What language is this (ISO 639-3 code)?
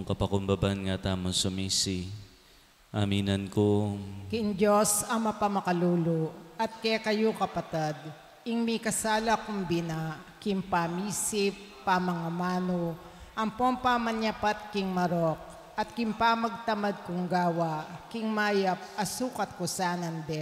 pam